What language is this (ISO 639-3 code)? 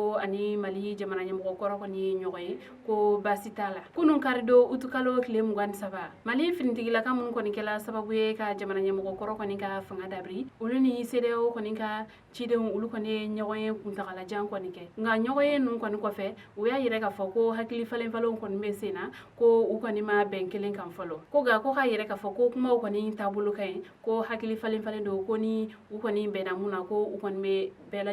bam